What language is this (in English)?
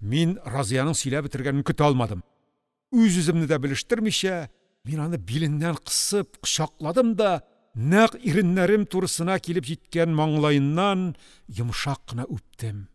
Tatar